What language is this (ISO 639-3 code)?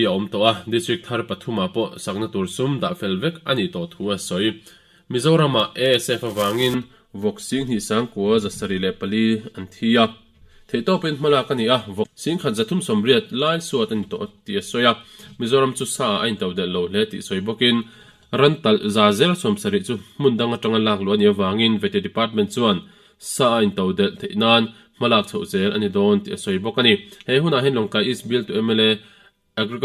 lus